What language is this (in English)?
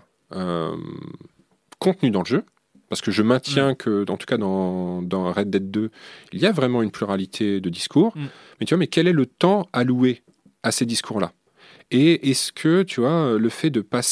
French